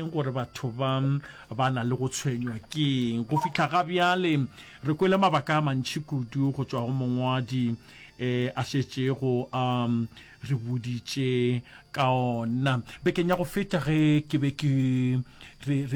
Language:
Northern Sotho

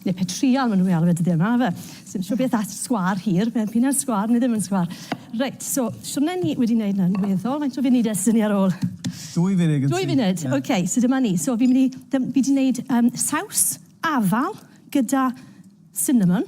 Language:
Welsh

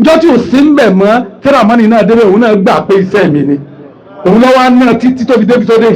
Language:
Yoruba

